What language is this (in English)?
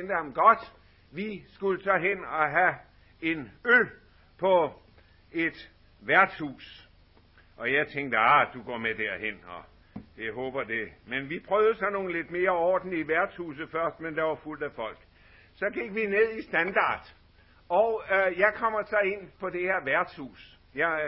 Danish